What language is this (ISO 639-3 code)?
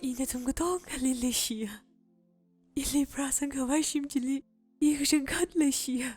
nmf